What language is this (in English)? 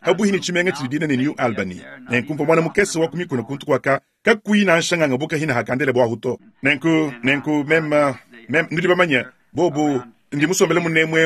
Luba-Lulua